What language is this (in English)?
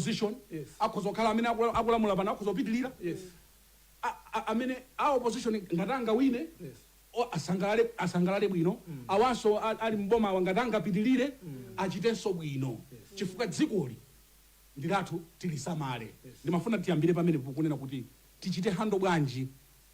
Nyanja